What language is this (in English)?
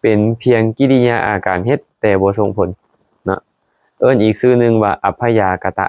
Lao